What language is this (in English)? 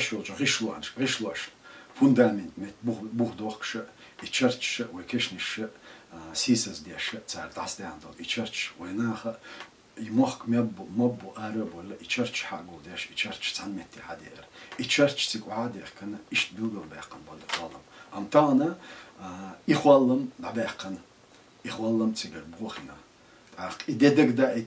Chechen